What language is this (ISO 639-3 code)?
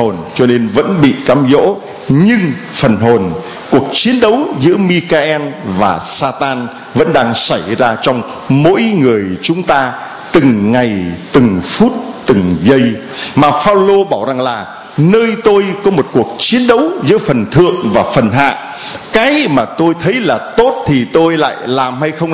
vie